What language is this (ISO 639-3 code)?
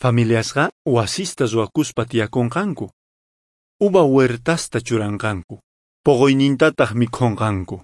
que